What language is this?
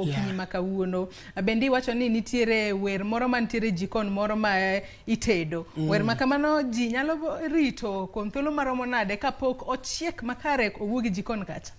Luo (Kenya and Tanzania)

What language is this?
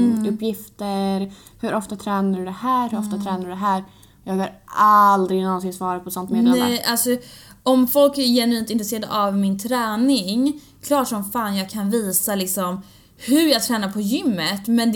Swedish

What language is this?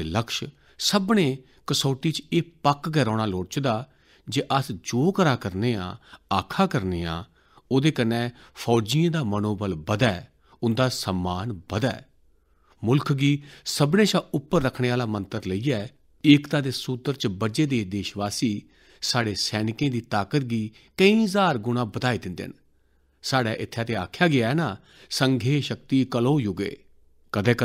Dogri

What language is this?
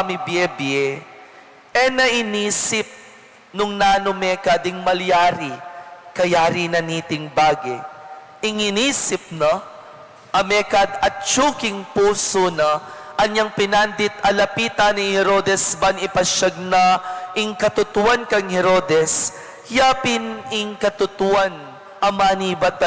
Pampanga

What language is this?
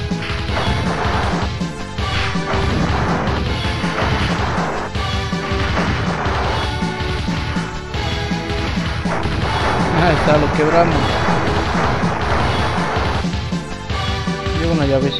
Spanish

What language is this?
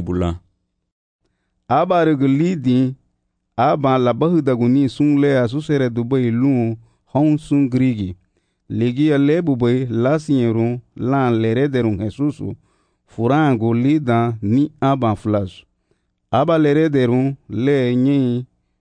Garifuna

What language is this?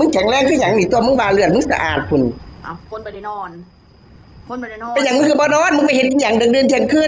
Northeastern Thai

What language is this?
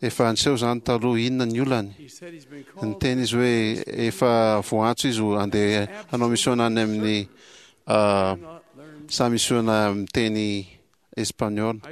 Malagasy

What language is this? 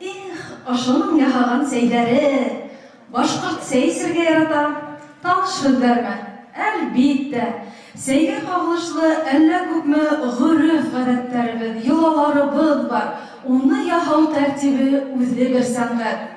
Bashkir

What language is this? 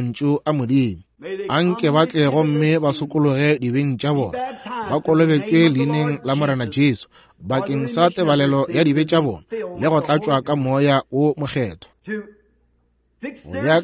Northern Sotho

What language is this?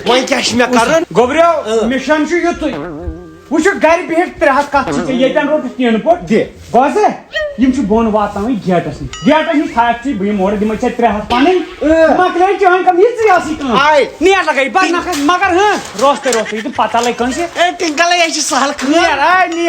Kashmiri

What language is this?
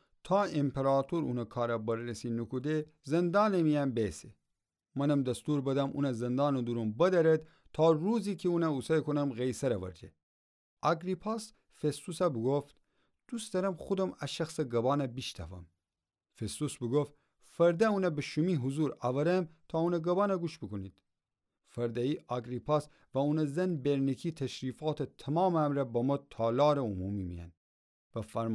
Gilaki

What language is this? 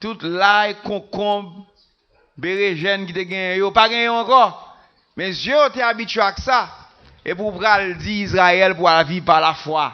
Haitian Creole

